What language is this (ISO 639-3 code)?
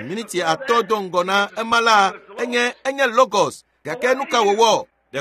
ewe